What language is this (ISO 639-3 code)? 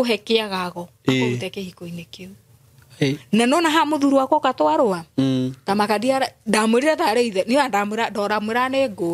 kik